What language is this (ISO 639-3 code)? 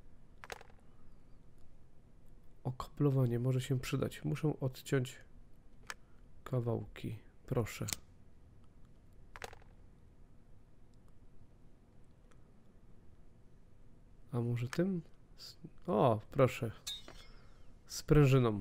pol